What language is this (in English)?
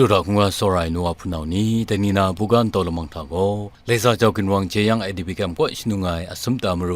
Kachin